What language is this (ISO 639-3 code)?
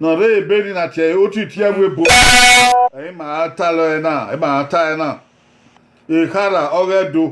bin